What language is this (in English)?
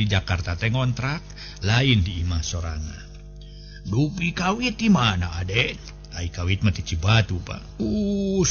Sundanese